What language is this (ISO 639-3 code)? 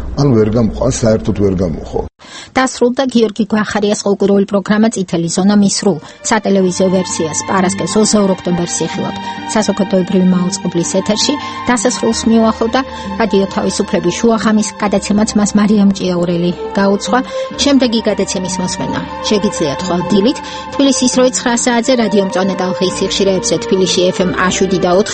kat